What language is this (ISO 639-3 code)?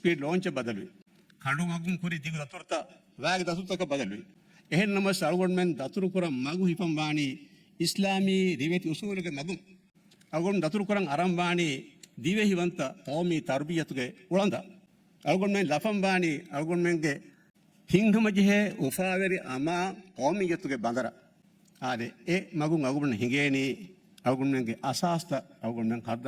div